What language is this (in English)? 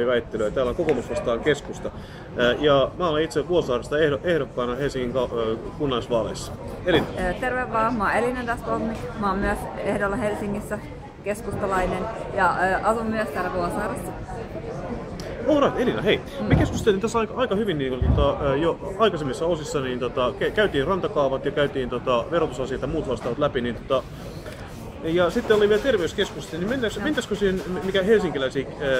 Finnish